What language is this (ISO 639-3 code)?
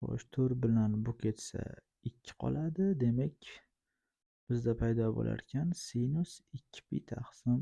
uzb